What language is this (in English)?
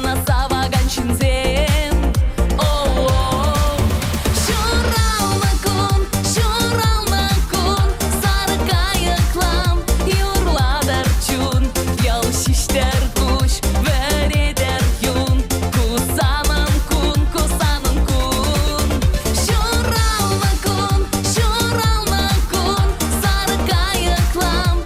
Chuvash